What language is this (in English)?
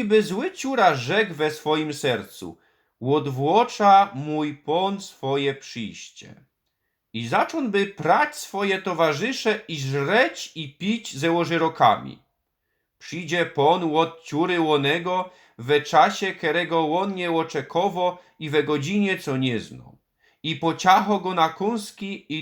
Silesian